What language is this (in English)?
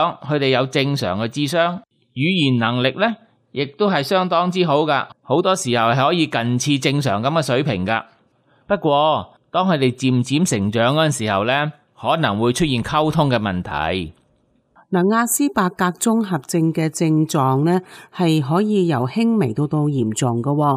Cantonese